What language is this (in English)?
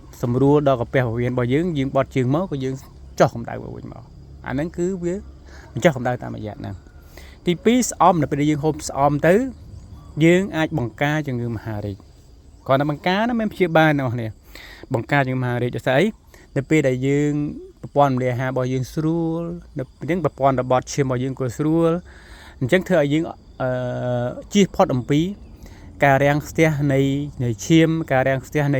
Khmer